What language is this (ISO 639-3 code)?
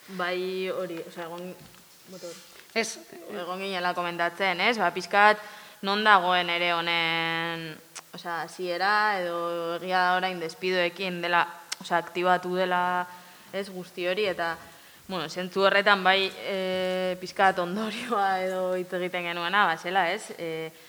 eus